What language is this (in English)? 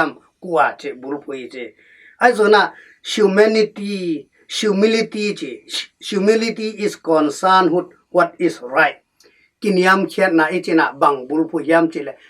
Tedim Chin